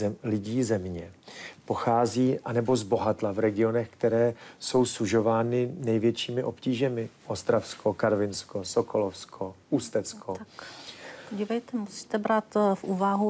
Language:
Czech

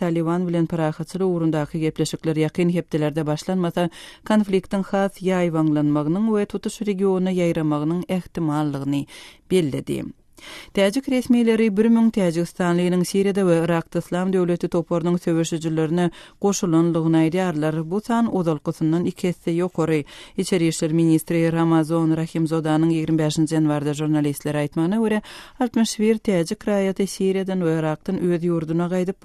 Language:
Turkmen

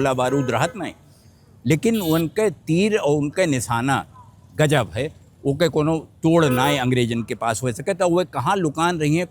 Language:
Awadhi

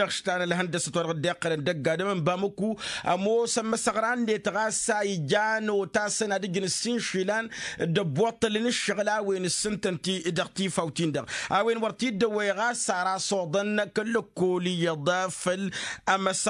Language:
Tamasheq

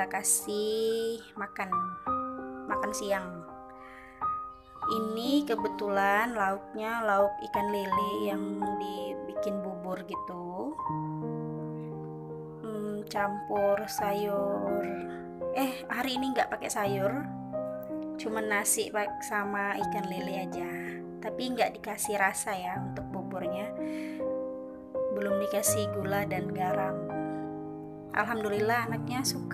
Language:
Indonesian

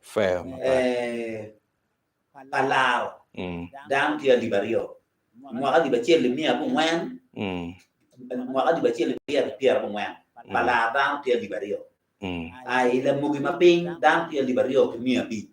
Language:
Acoli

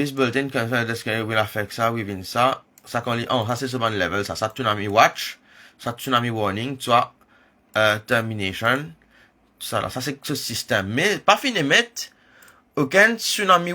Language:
Morisyen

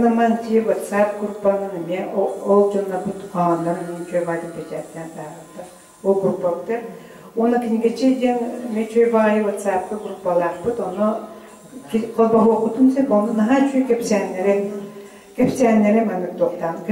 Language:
Yakut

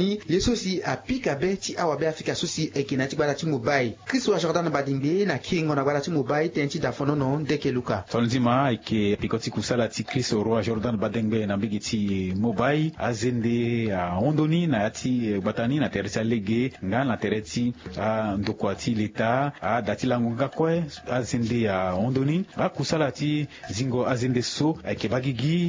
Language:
Sango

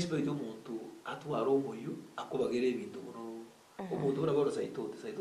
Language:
Gusii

